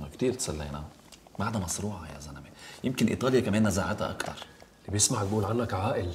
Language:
North Levantine Arabic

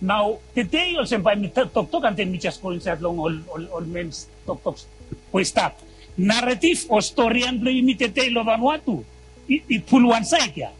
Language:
Bislama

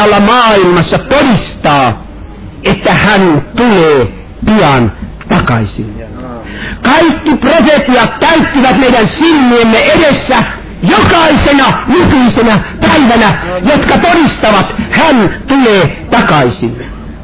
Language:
Finnish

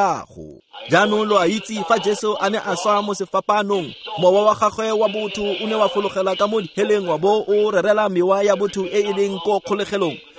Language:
Tswana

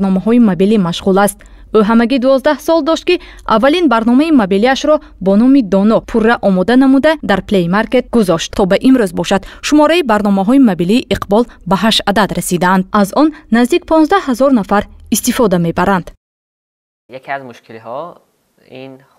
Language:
Tajik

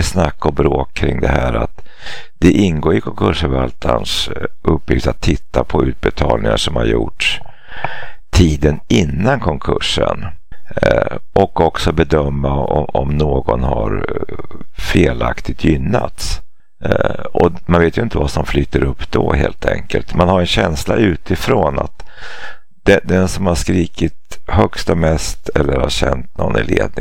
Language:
Swedish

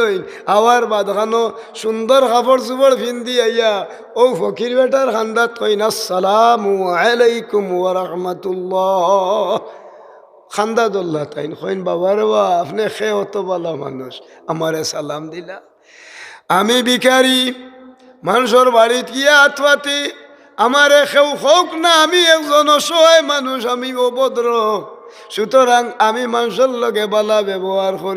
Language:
Sylheti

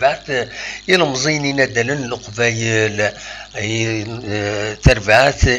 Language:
Kabyle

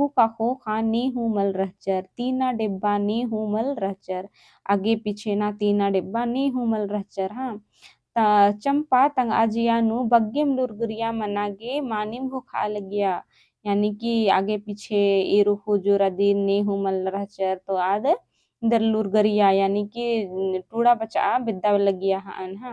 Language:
Kurukh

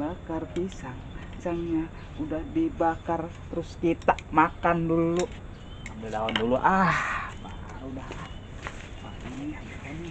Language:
Betawi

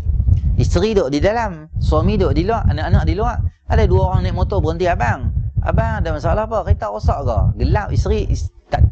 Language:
Malay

